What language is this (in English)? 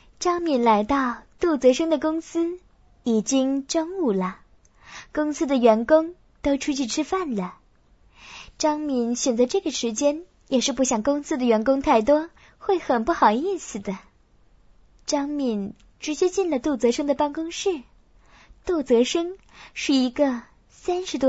Chinese